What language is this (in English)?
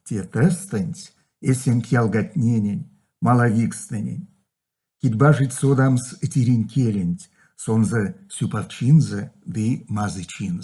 Erzya